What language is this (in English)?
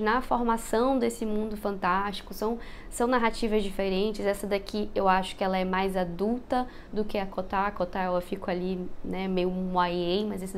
Portuguese